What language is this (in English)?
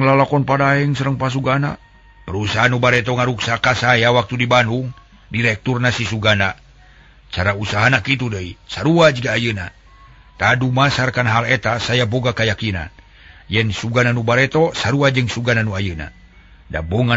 Sundanese